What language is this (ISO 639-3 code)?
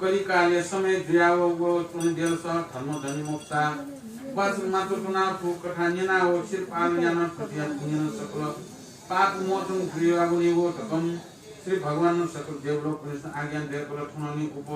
new